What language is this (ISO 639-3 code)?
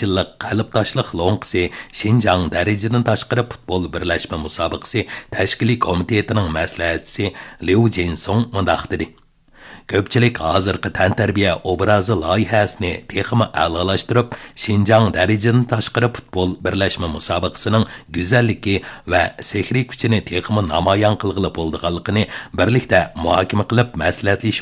uig